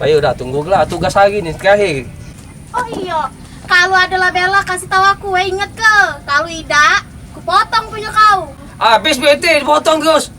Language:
Musi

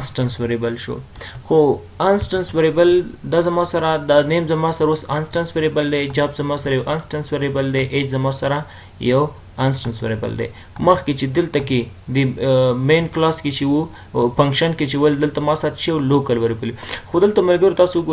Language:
Pashto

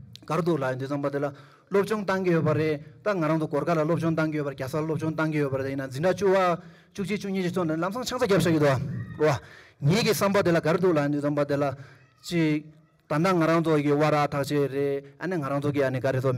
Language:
Tibetan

